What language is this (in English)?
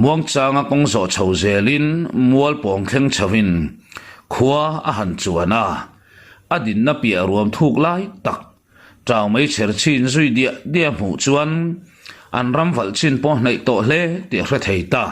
Mizo